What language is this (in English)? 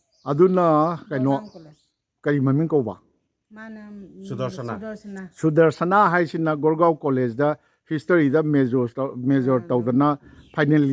Manipuri